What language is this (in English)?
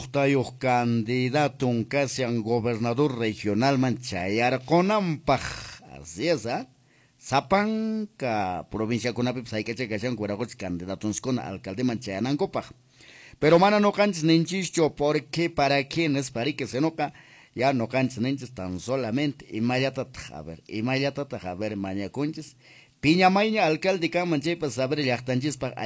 Quechua